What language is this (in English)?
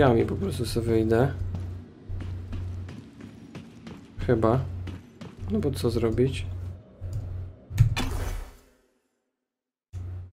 Polish